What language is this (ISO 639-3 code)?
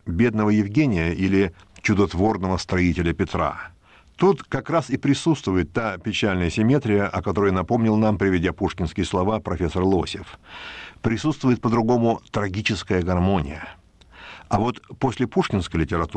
rus